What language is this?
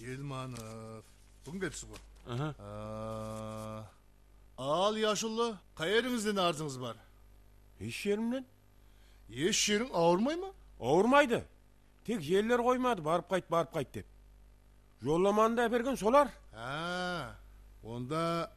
Kara-Kalpak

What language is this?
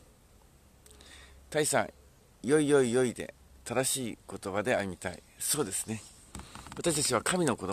Japanese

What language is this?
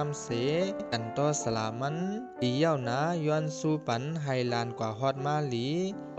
Shan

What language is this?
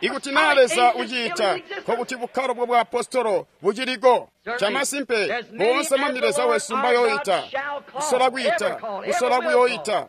Tonga (Zambia)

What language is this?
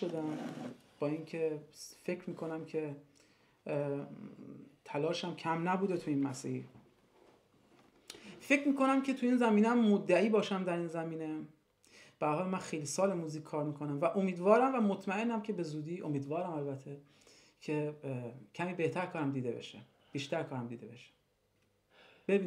Persian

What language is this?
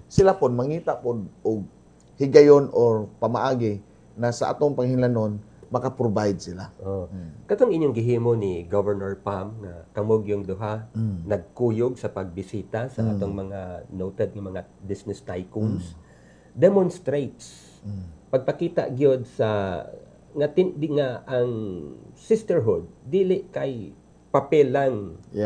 Cebuano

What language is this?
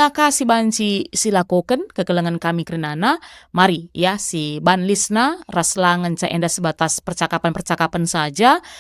Batak Karo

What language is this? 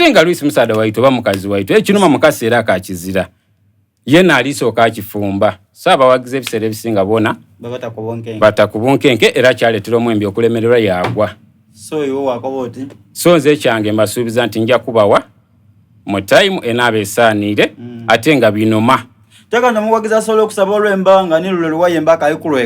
Soga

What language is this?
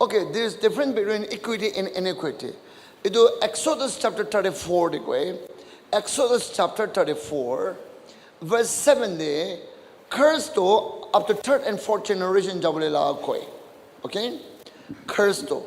Naga Pidgin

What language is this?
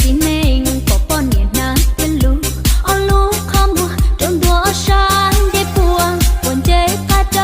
Hmong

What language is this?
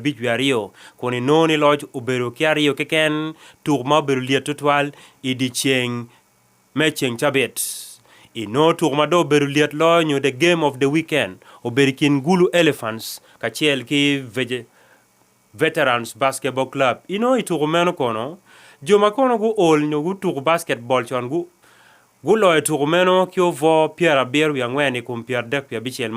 Acoli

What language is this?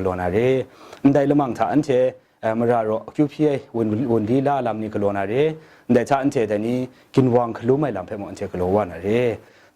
Kachin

